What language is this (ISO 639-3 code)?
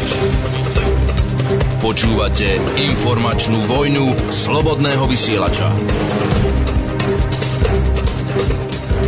slk